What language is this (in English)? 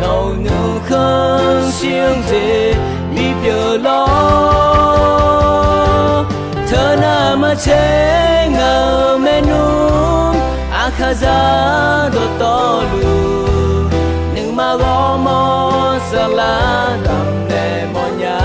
Akha